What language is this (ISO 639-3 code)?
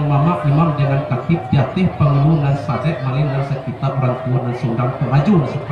min